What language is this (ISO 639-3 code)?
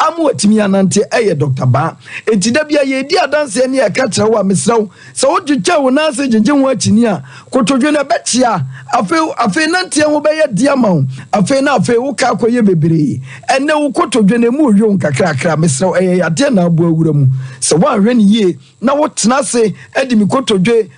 aka